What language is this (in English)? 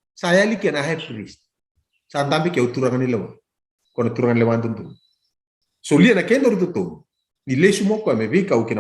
Fijian